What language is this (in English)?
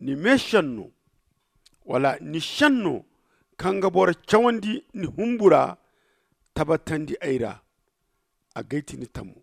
Zarma